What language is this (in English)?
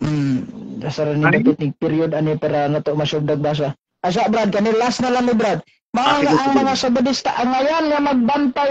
Cebuano